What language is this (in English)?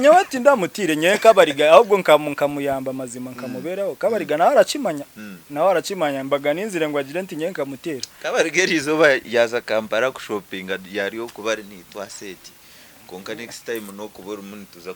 Nyankole